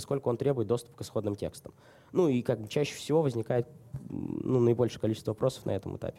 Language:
Russian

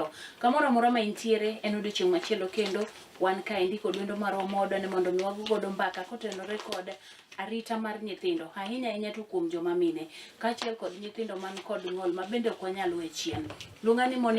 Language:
Luo (Kenya and Tanzania)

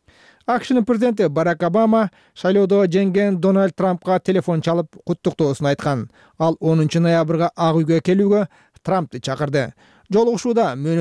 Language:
Kyrgyz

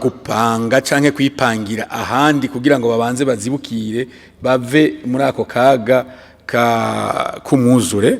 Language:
Rundi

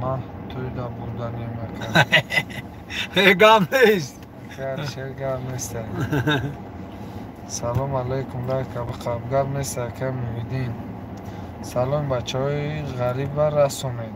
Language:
Tajik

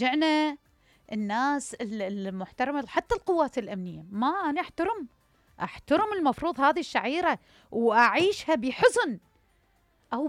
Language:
Mesopotamian Arabic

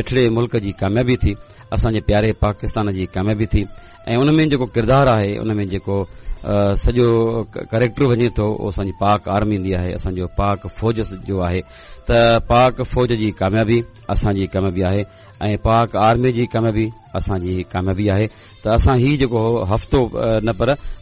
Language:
Sindhi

